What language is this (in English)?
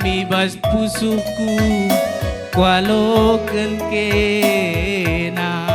Batak Karo